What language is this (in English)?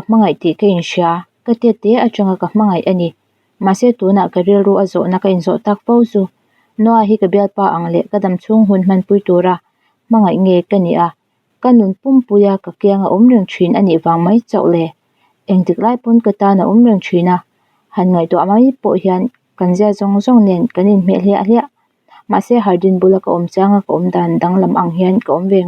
Mizo